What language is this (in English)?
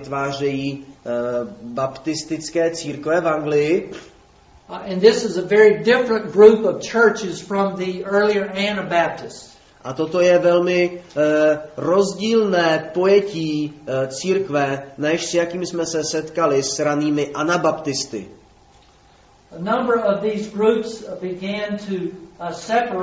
Czech